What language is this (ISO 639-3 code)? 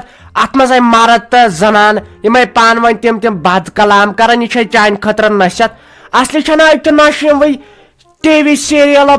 kas